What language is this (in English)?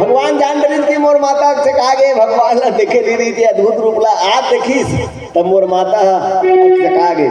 Chhattisgarhi